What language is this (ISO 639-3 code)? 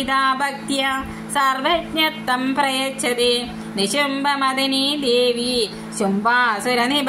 san